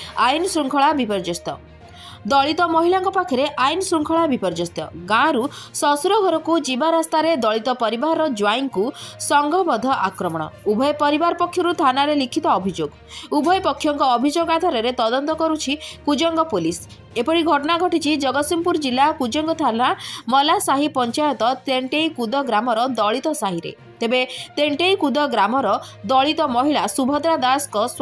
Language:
Odia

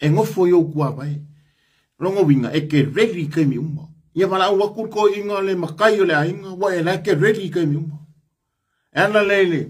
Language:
Samoan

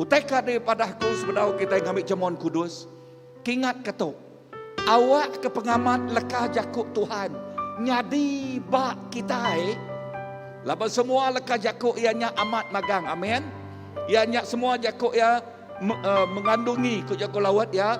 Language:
Iban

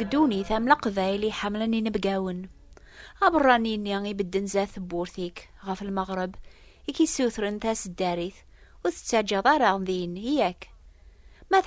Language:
Kabyle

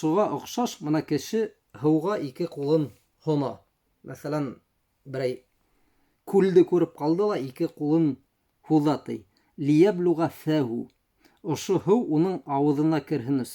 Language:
Bashkir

